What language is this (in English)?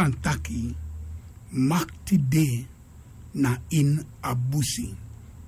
Sranan Tongo